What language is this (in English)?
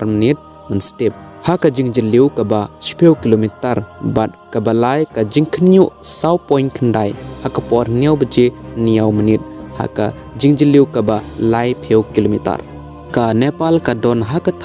Khasi